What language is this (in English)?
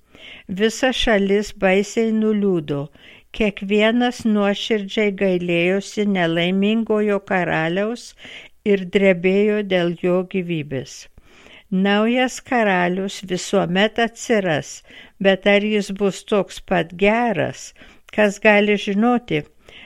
Lithuanian